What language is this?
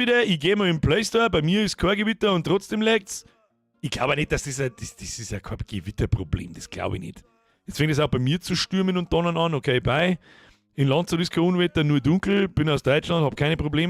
Bavarian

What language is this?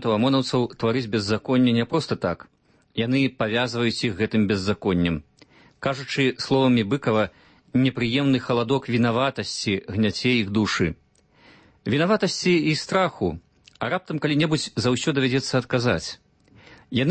Belarusian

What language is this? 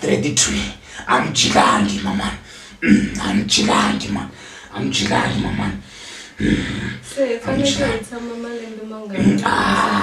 Tsonga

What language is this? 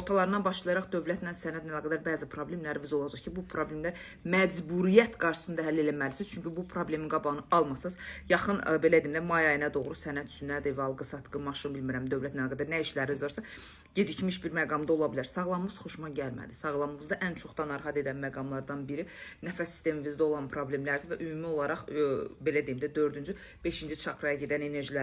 Azerbaijani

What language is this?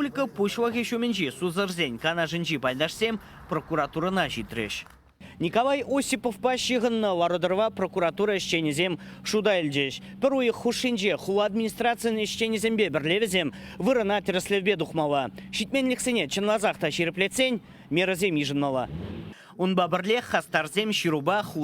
Chuvash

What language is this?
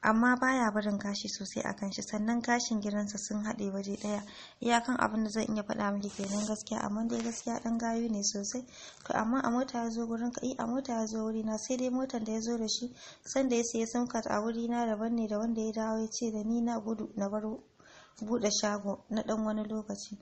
Hausa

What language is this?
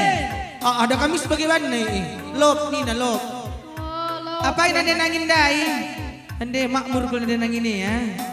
Batak Karo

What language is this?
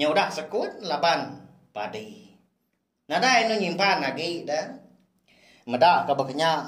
Iban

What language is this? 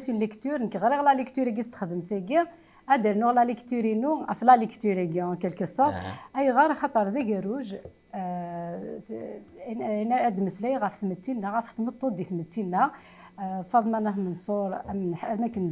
Kabyle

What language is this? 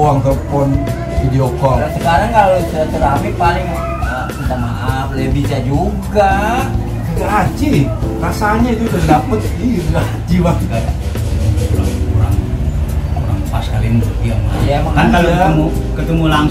Betawi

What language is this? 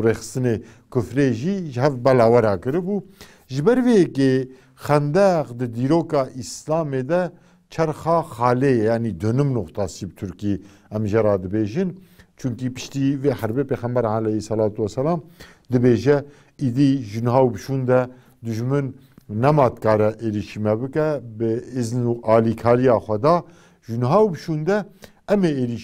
Kurdish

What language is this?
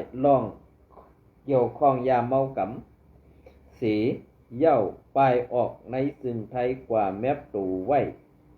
Shan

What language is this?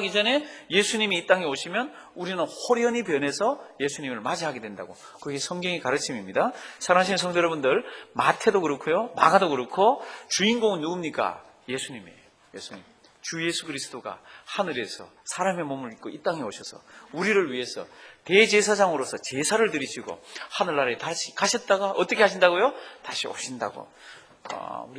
Korean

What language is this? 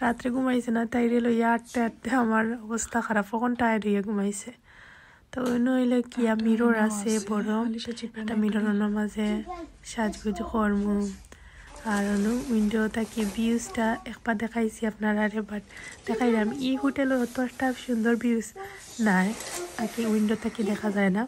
Sylheti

